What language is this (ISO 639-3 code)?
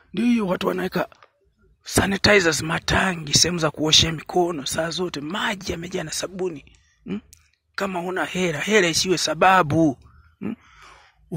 swa